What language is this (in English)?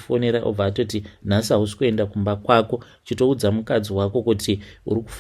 Shona